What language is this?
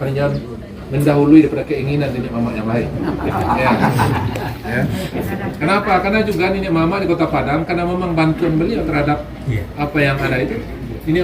Minangkabau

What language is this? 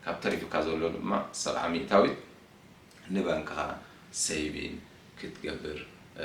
Tigrinya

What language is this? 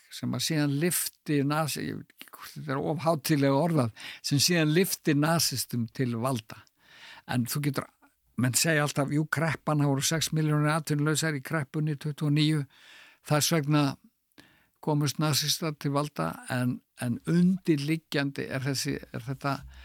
Icelandic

